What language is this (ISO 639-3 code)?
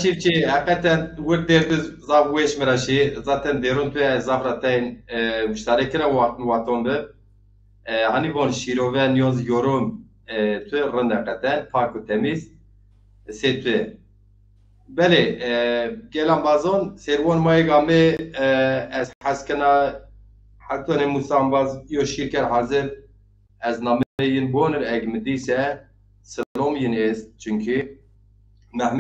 zza